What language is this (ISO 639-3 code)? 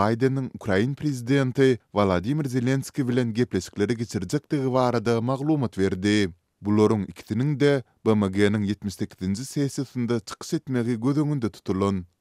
tuk